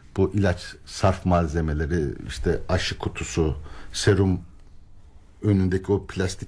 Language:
Turkish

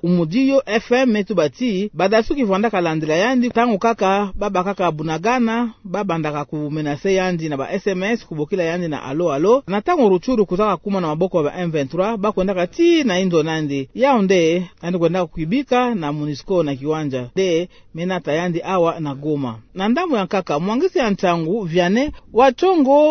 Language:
Kituba (Democratic Republic of Congo)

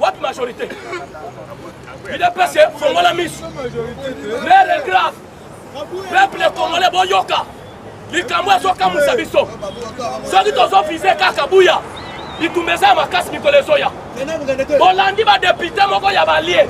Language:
Lingala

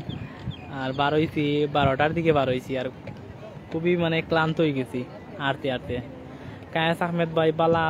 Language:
Sylheti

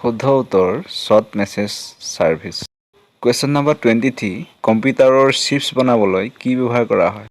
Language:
Assamese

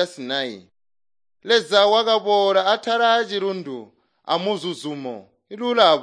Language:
Tonga (Zambia)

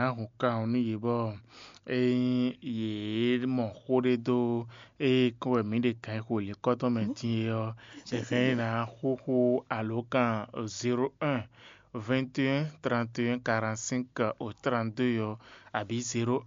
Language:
Fon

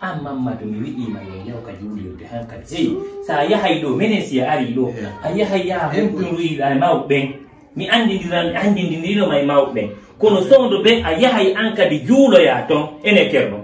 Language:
Fula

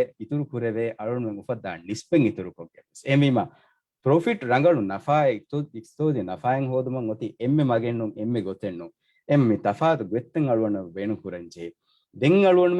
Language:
Divehi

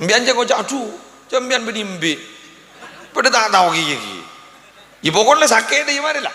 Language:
Madurese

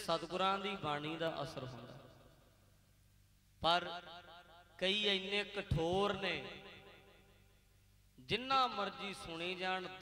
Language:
Punjabi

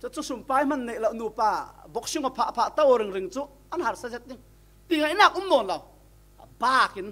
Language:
Falam Chin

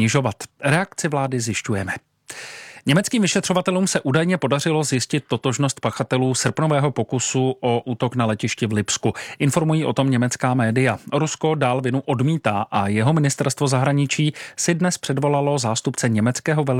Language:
Czech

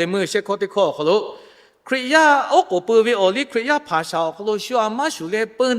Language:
Lahu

